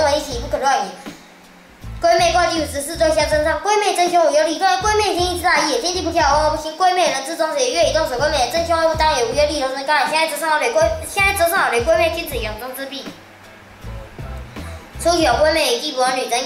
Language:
Literary Chinese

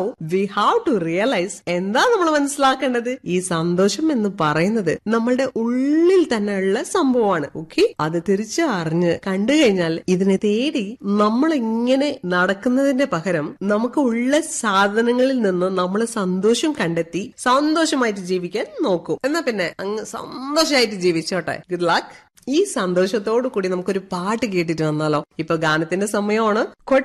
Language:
Malayalam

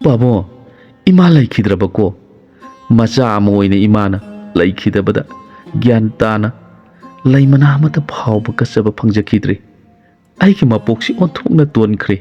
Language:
Manipuri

